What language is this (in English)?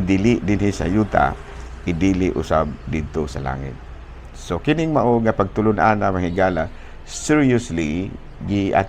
Cebuano